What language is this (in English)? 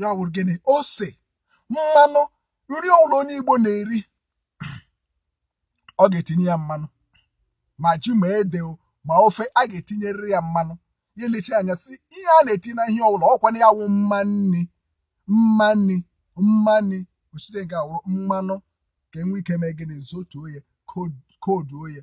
Igbo